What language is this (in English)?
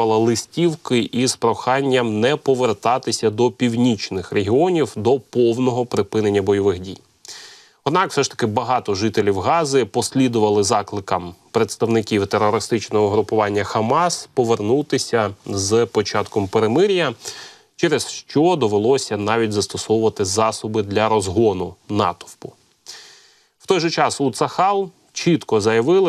Ukrainian